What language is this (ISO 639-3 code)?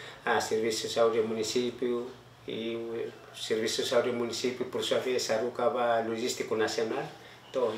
tet